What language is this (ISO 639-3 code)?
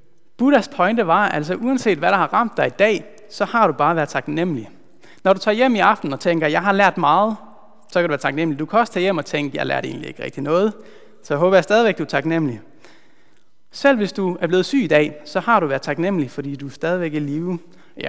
dan